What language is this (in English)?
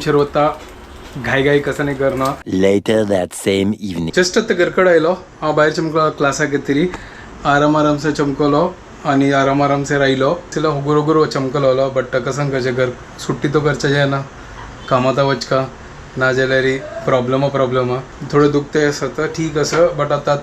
Konkani